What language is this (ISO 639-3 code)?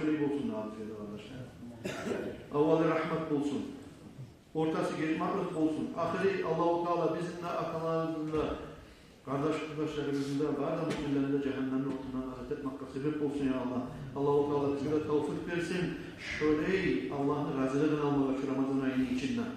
kum